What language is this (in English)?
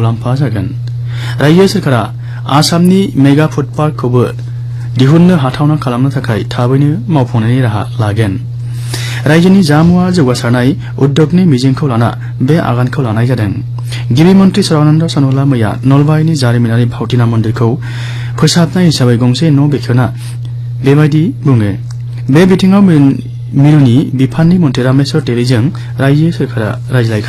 Bodo